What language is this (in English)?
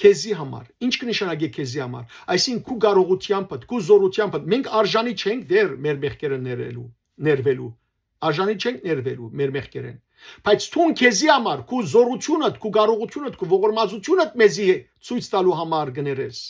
Western Armenian